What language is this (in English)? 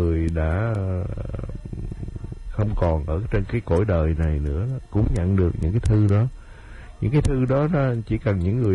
Vietnamese